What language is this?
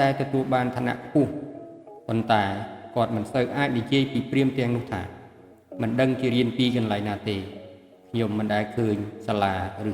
Khmer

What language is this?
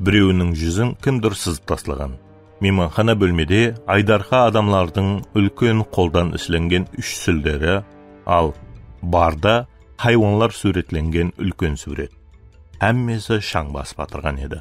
Kara-Kalpak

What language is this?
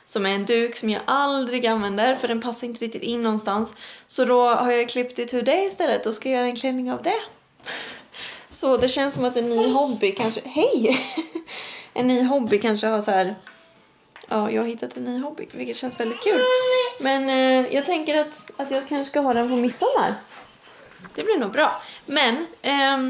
Swedish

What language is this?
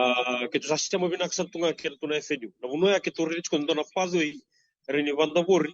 Fijian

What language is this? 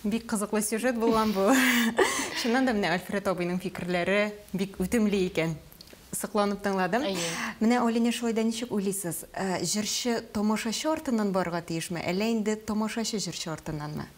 Tatar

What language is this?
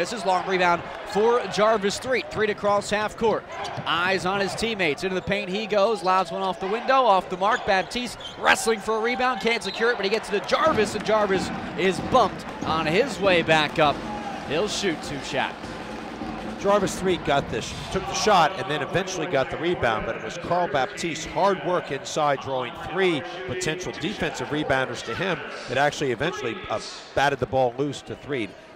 English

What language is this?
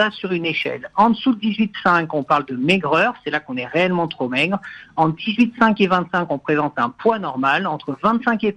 French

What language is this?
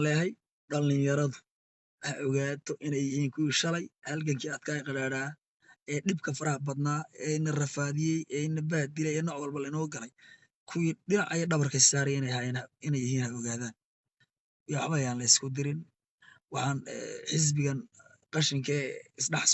Somali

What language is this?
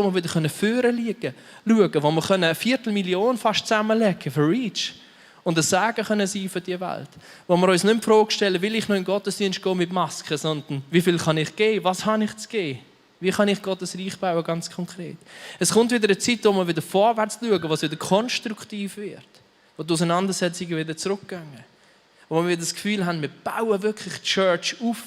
Swiss German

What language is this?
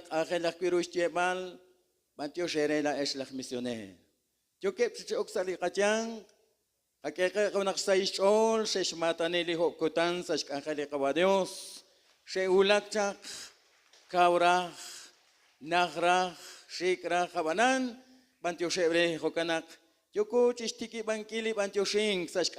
Kekchí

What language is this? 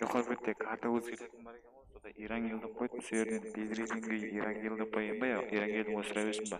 Kara-Kalpak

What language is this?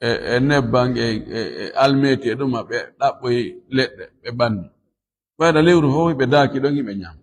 Fula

